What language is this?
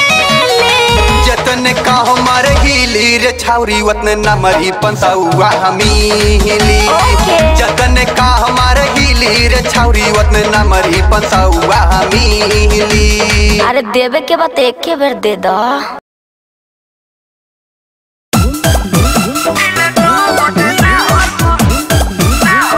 Bhojpuri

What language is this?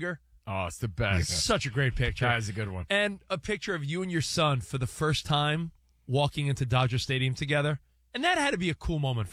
English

